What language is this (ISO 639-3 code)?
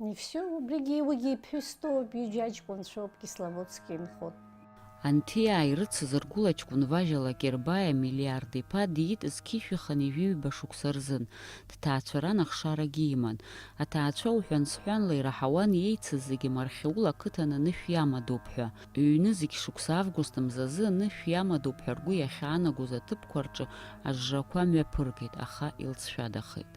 abk